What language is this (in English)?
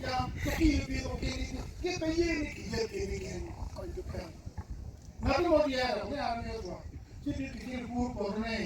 Acoli